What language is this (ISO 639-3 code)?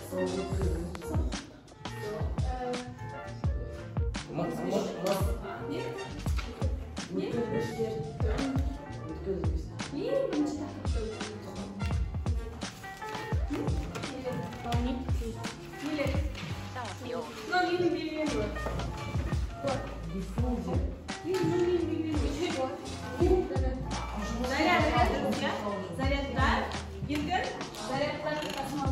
kaz